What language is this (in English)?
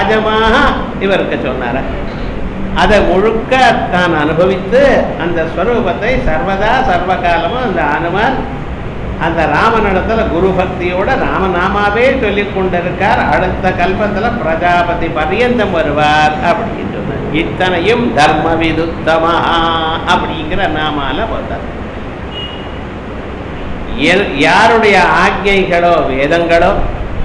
Tamil